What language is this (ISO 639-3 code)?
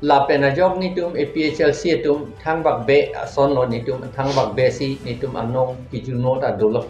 mjw